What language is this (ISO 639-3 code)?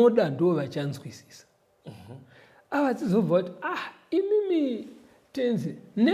sna